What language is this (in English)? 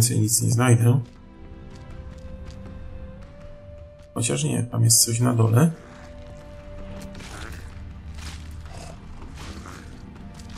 Polish